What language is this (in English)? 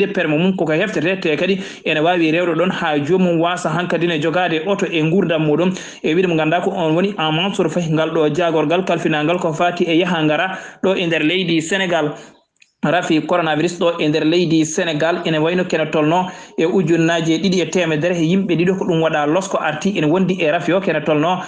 Fula